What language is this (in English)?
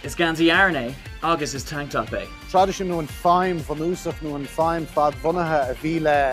Irish